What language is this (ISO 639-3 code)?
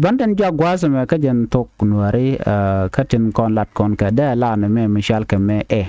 nus